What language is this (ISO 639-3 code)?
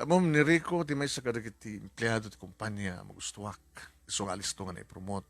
ilo